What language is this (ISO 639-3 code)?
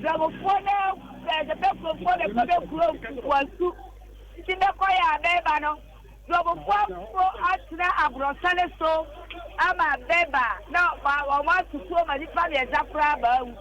aka